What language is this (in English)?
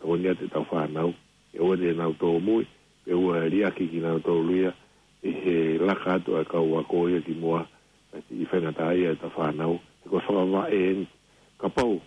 Tongan